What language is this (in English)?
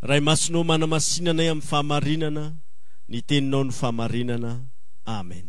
Malagasy